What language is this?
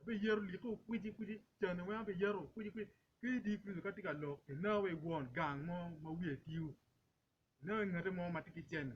Acoli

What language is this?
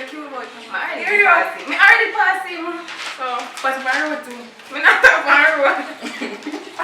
Jamaican Creole English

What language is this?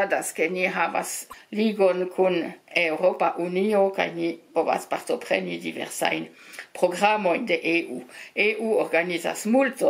Esperanto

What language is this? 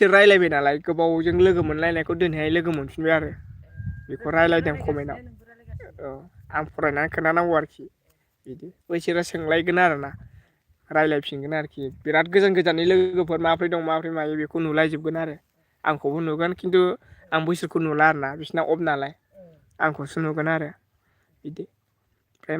Bodo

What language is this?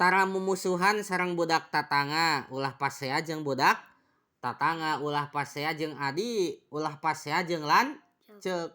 Sundanese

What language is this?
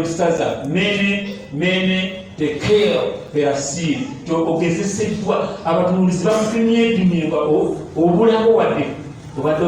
Ganda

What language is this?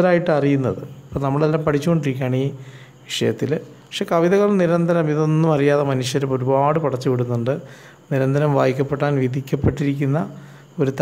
Malayalam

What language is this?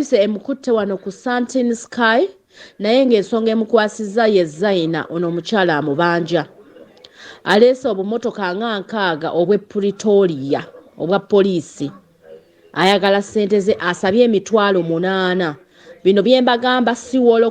Ganda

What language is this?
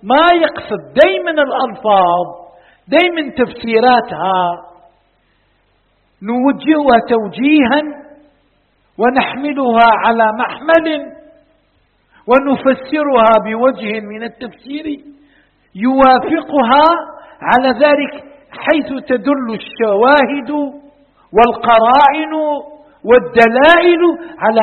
Arabic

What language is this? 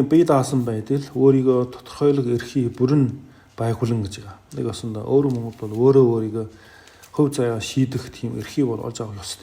Mongolian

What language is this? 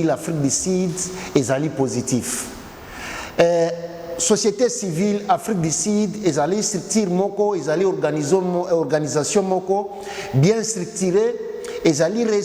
Lingala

